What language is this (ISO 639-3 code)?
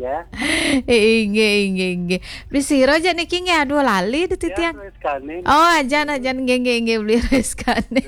ban